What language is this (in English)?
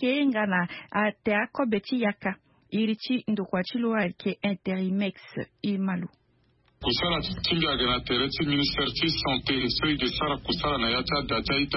Sango